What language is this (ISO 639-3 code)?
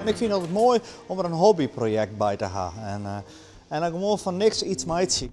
fry